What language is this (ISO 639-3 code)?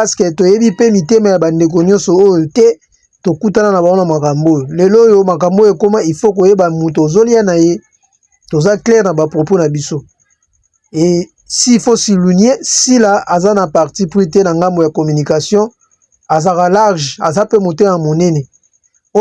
lin